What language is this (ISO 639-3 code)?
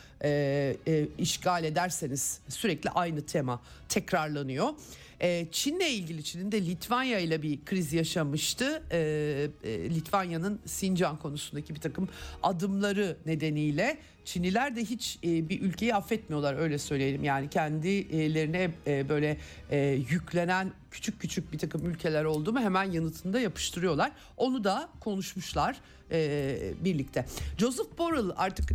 tur